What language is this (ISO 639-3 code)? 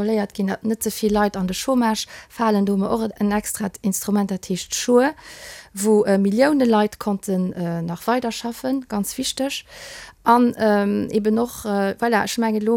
ltz